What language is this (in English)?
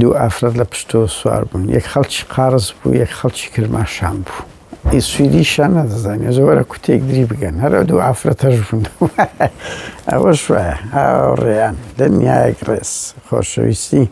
Central Kurdish